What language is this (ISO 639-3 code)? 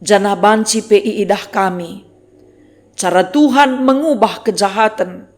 btx